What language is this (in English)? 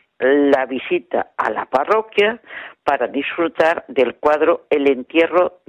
Spanish